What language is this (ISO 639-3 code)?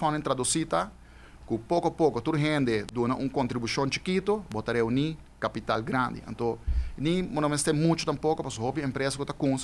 pap